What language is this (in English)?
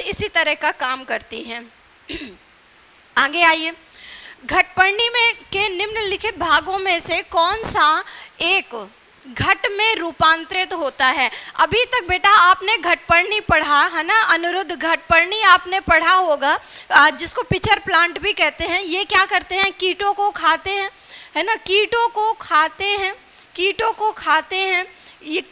Hindi